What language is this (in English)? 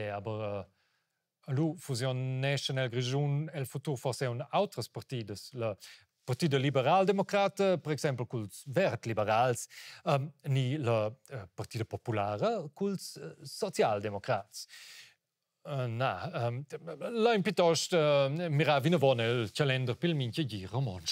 Romansh